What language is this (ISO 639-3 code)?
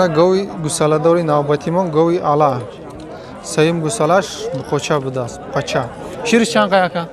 tgk